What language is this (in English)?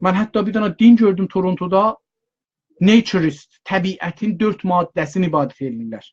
South Azerbaijani